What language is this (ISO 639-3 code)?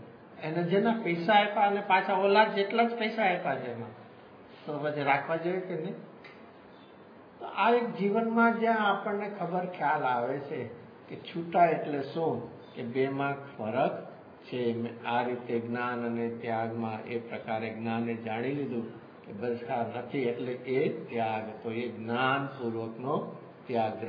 guj